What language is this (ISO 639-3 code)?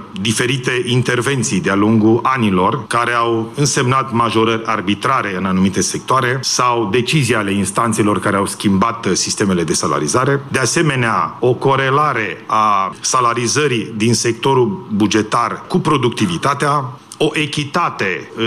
ron